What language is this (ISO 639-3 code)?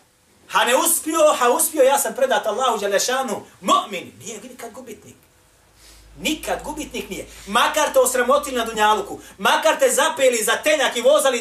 bos